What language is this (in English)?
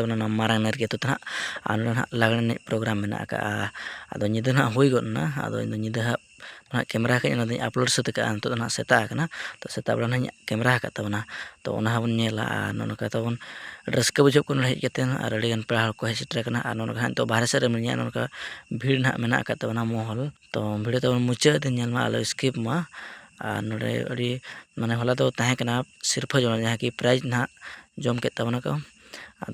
Santali